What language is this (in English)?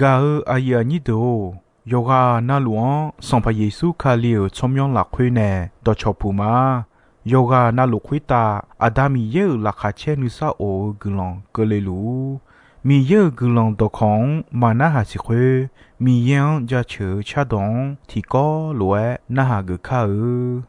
Akha